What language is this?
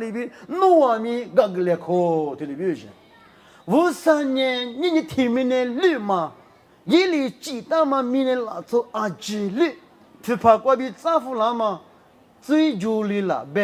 Lisu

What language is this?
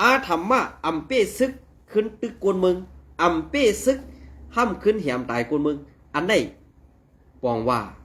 Shan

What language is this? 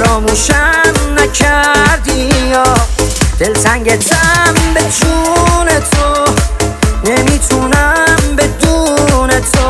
Persian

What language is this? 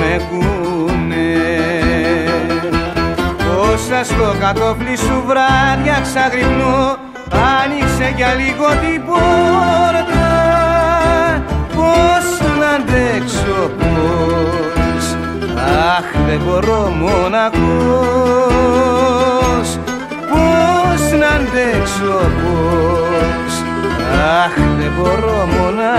Greek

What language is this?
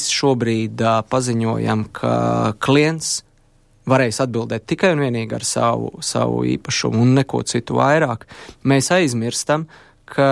Latvian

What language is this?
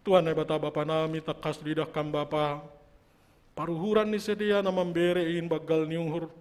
Batak Simalungun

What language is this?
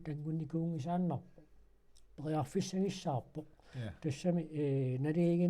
Kalaallisut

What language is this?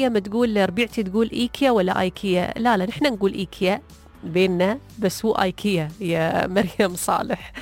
Gulf Arabic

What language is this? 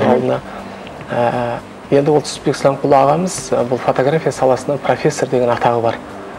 Kazakh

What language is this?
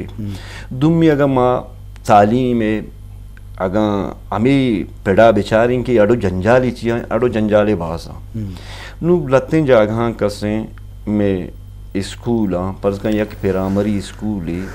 Eastern Balochi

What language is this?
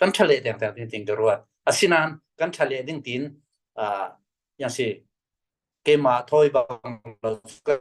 Falam Chin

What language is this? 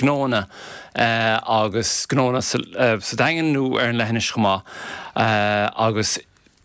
Irish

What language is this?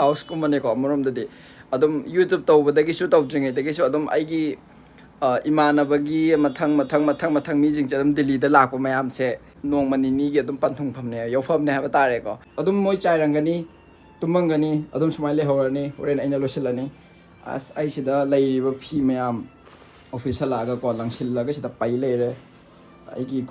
Manipuri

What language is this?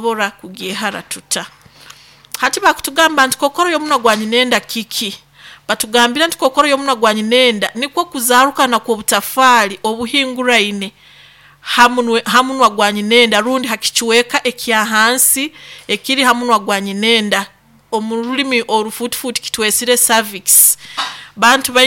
Nyoro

